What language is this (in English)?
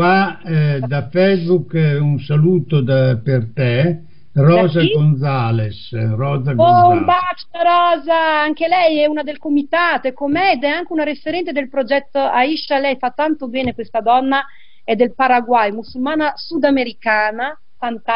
Italian